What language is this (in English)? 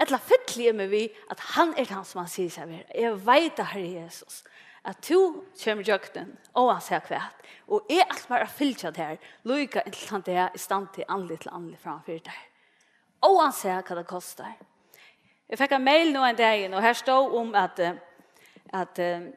Faroese